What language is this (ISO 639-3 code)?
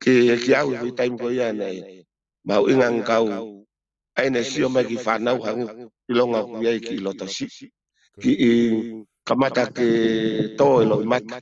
ton